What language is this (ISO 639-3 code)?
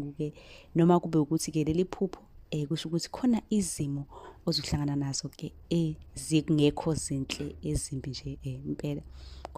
zul